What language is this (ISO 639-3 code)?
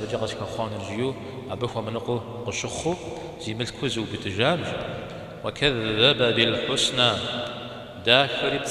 kbd